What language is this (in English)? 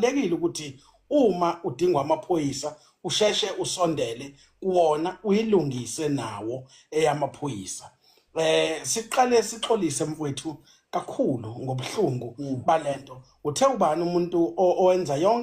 Zulu